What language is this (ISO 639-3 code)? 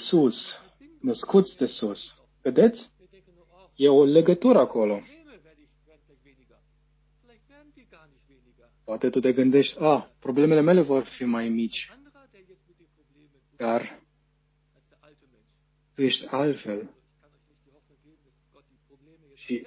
ron